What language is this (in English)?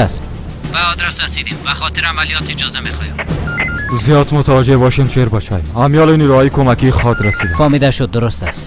Persian